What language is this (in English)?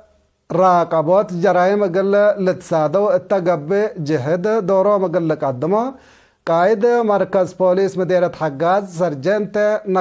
Tigre